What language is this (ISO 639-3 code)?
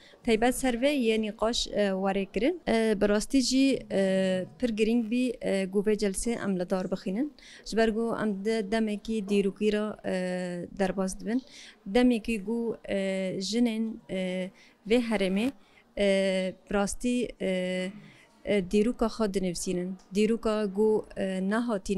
kur